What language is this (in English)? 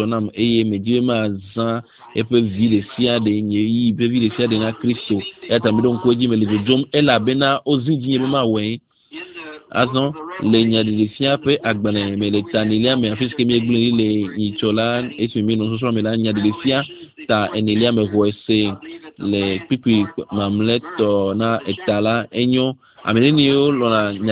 Ewe